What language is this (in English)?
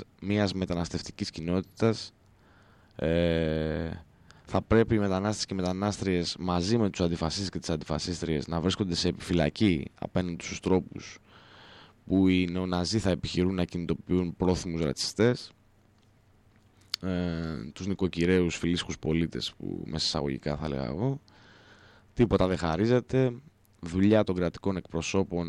Greek